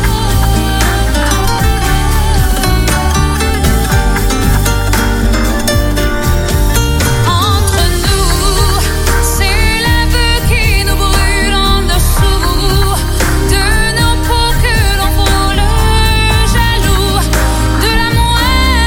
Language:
French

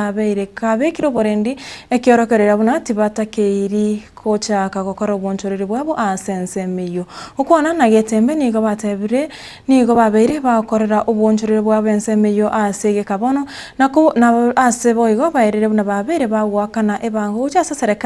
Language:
Gusii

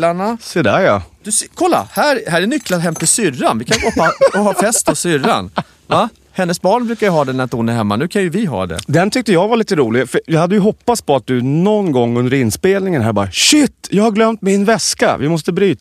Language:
Swedish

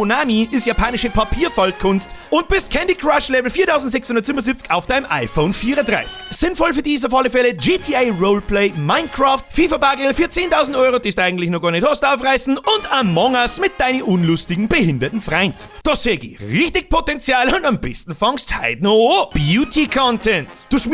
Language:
Bavarian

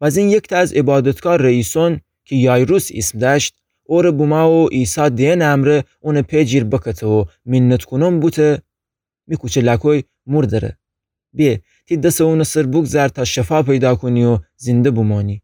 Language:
Gilaki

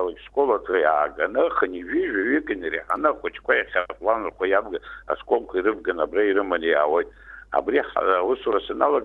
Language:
Abkhazian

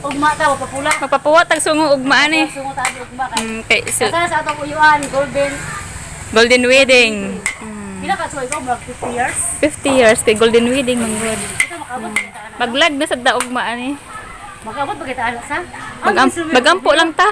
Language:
Cebuano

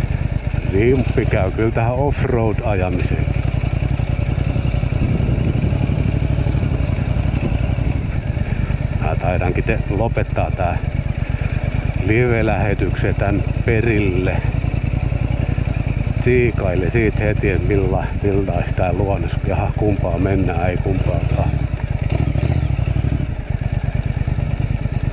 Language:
Finnish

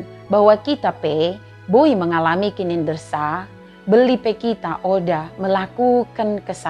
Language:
Batak Dairi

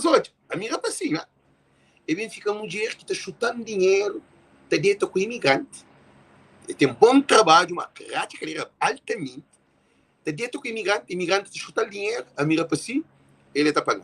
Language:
Kabuverdianu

